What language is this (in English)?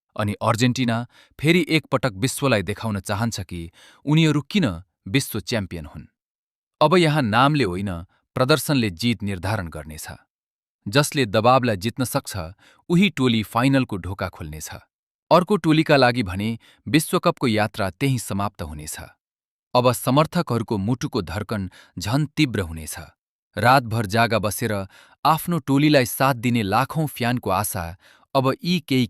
Nepali